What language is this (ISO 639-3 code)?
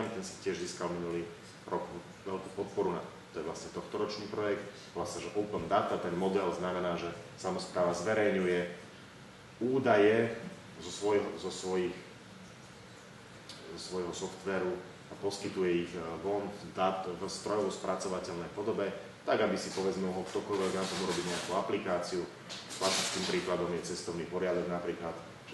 slk